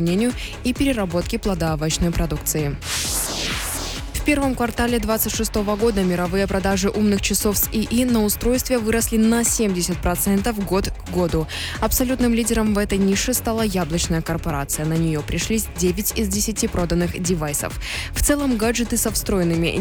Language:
Russian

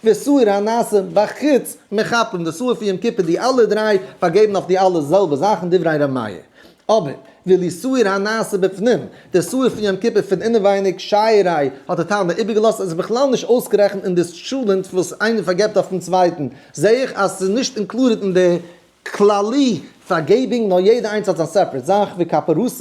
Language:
Yiddish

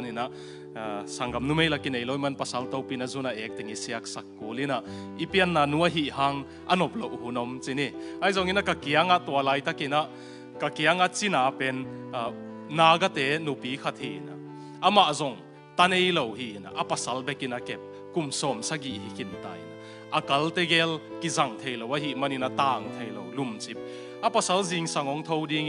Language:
Tedim Chin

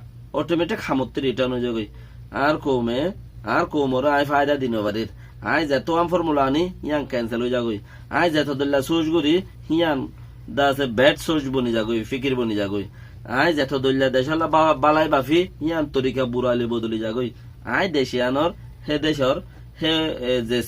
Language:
Rohingya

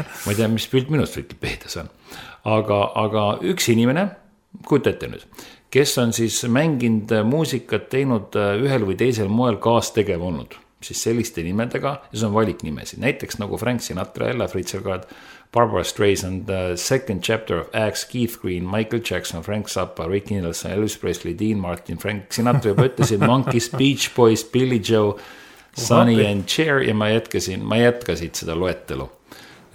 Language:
Estonian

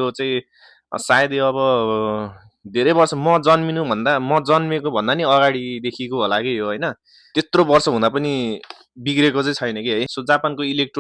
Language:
Nepali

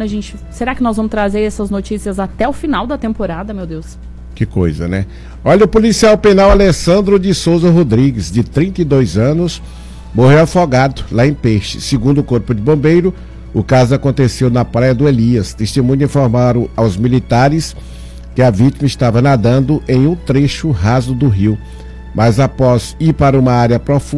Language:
Portuguese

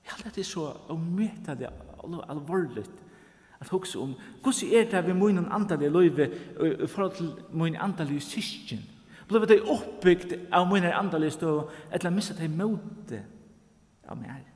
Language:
Faroese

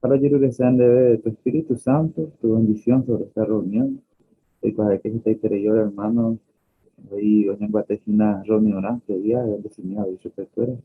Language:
Guarani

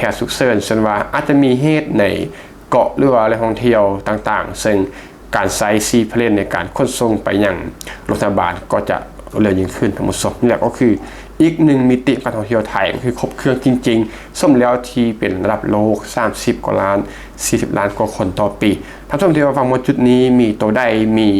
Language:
Lao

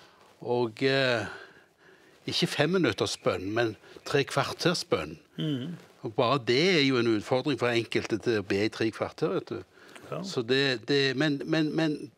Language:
Norwegian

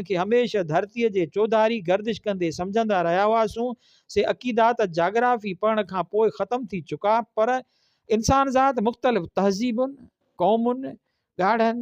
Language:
Sindhi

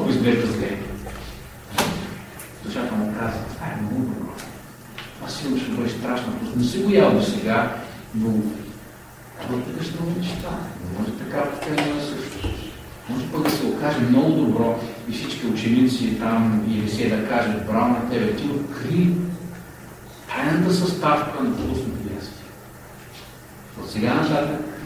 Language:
Bulgarian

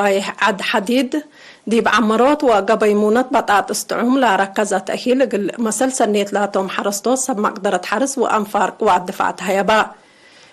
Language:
Tigre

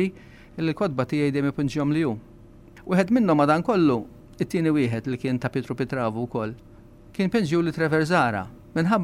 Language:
Maltese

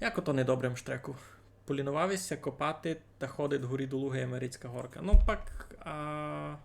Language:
Rusyn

